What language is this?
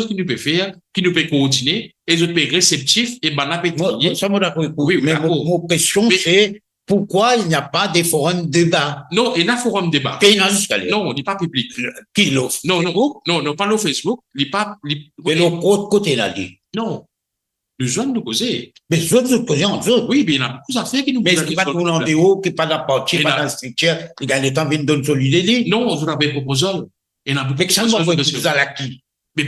Morisyen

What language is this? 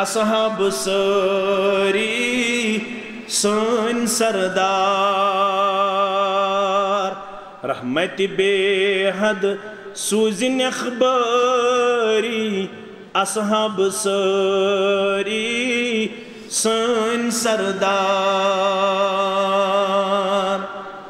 Kashmiri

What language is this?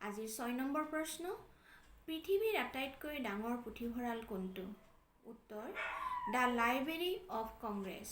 Assamese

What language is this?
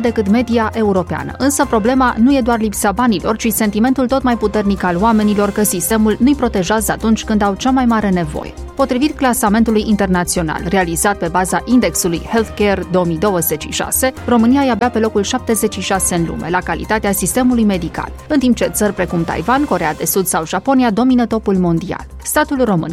Romanian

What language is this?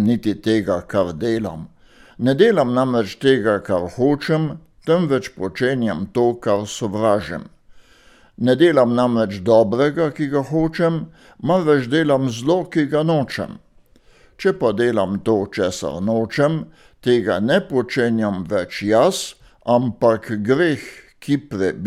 Slovenian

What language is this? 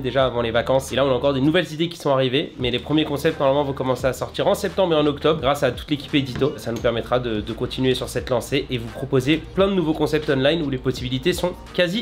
French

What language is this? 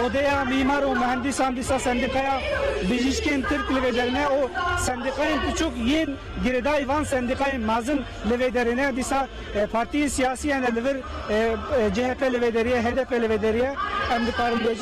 Kurdish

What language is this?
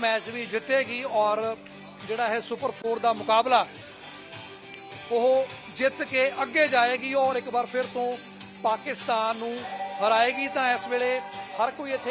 Punjabi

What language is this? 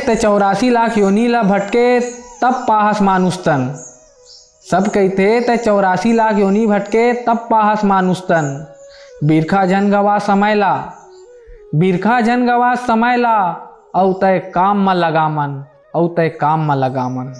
Chhattisgarhi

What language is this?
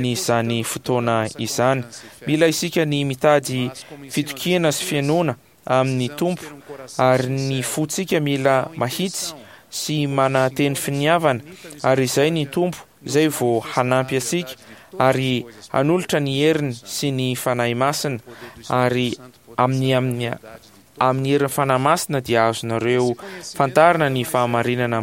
Malagasy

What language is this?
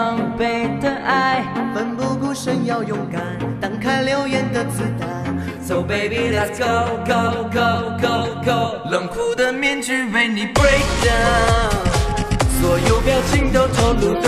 Chinese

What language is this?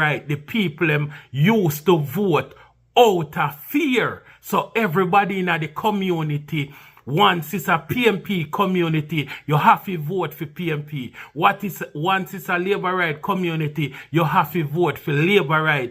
Jamaican Creole English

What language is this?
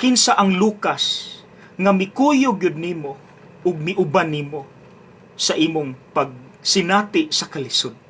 Cebuano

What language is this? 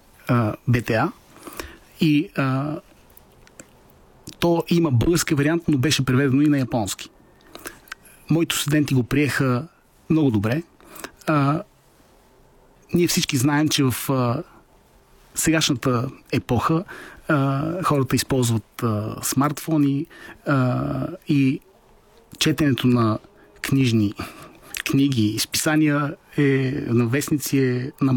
Bulgarian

